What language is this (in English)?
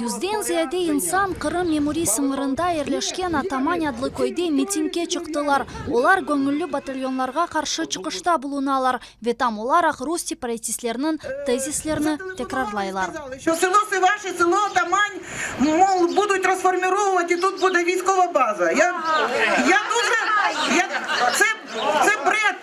Crimean Tatar